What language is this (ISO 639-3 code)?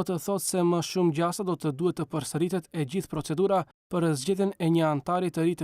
sqi